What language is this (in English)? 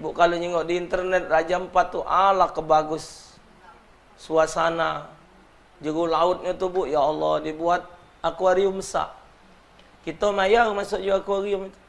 Musi